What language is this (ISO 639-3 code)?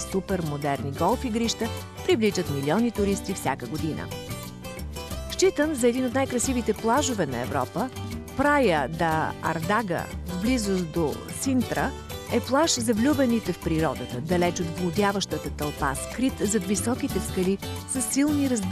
bul